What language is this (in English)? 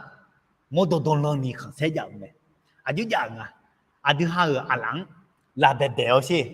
Akha